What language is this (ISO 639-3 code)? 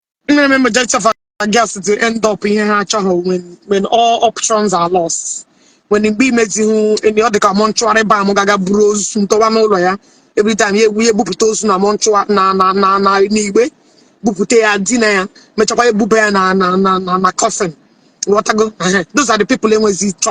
ibo